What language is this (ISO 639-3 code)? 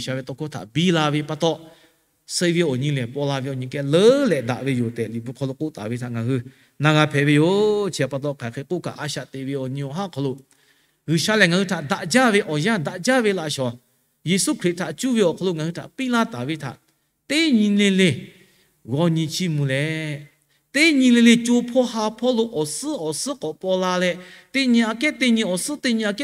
lhu